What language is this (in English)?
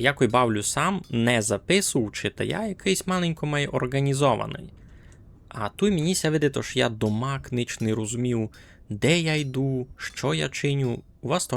Rusyn